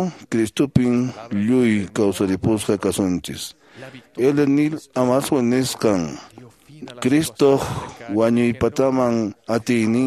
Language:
Quechua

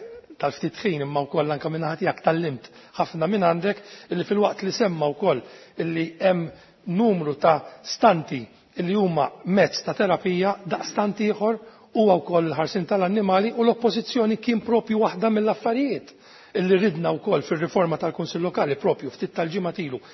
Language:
Maltese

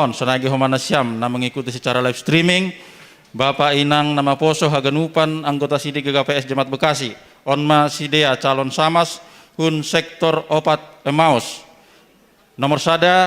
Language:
Batak Simalungun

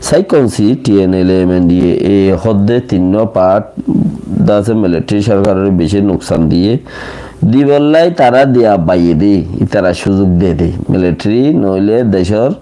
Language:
Rohingya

